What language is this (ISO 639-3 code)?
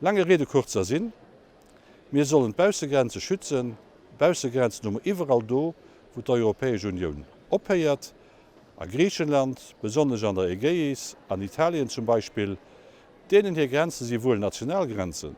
ltz